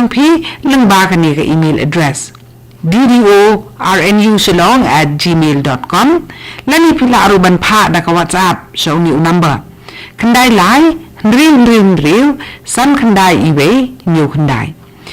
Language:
Khasi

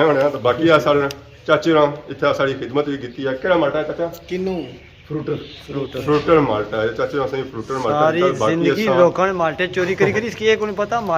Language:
Pahari-Potwari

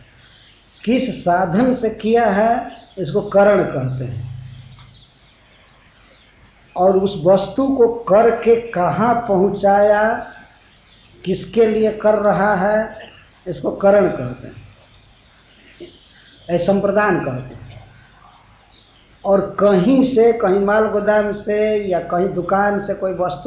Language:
Hindi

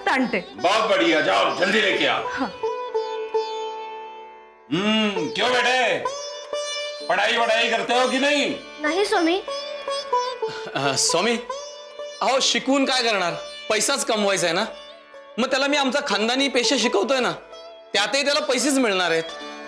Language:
Marathi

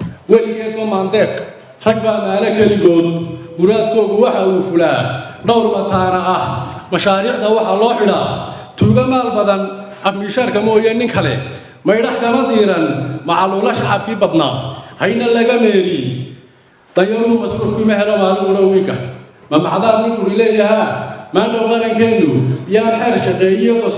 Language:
Somali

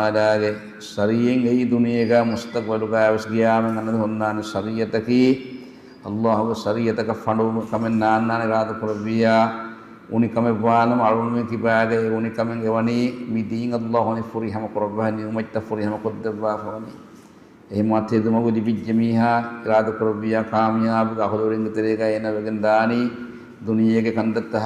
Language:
Divehi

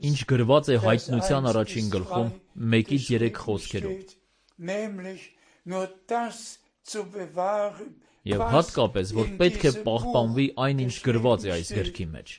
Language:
Armenian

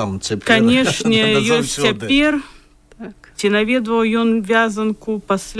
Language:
Belarusian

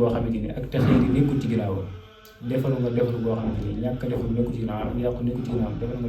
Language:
Wolof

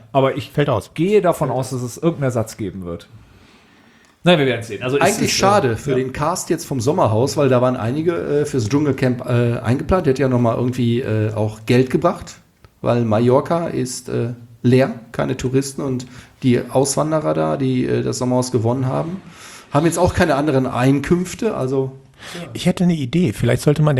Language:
German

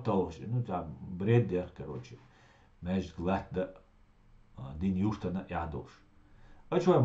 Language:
Chechen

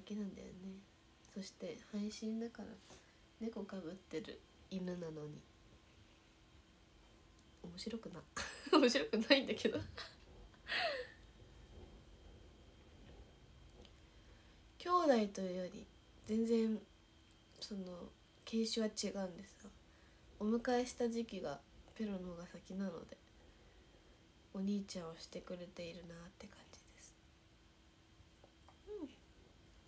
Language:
Japanese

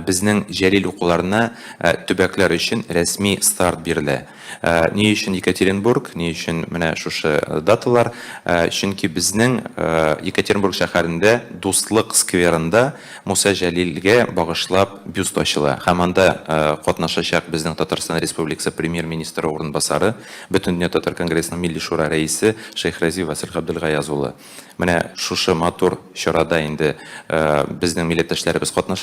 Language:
Tatar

